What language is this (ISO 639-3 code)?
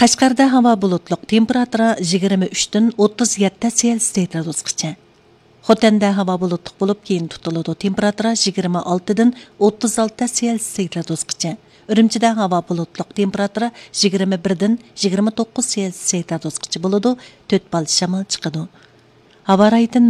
uig